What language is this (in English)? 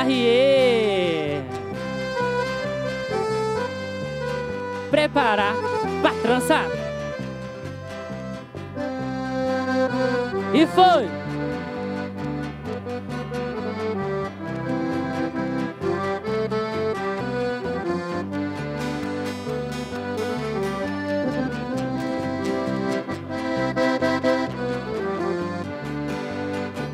Portuguese